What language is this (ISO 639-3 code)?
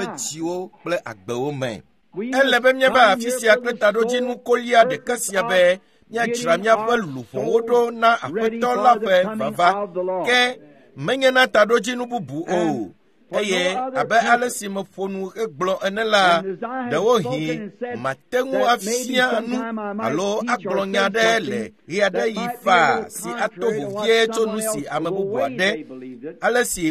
ewe